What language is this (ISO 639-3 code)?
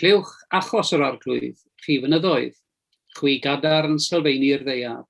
cym